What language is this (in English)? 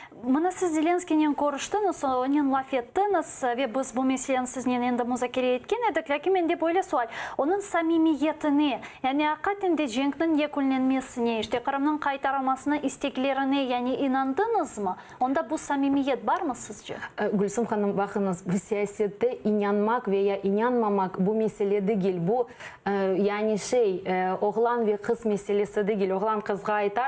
Crimean Tatar